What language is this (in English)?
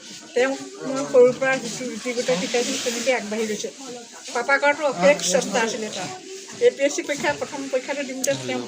Assamese